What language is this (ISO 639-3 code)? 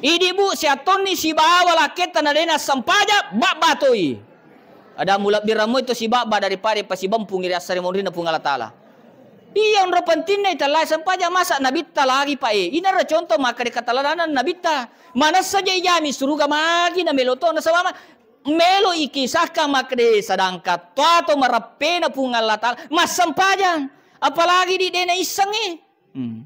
bug